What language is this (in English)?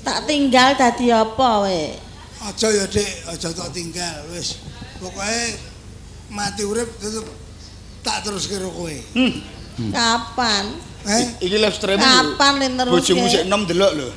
Javanese